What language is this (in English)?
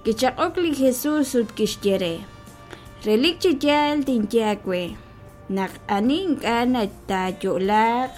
Kekchí